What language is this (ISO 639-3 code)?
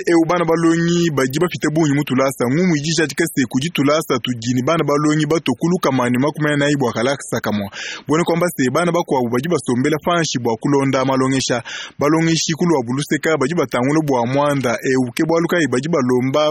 lua